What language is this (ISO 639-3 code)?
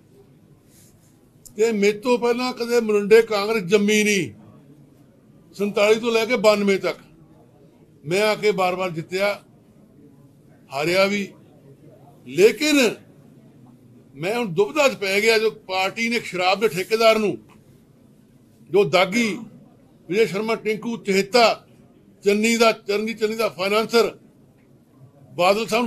pan